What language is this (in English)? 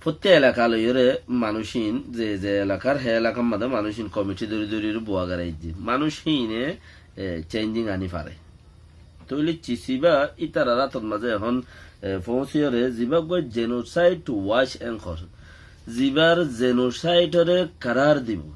Rohingya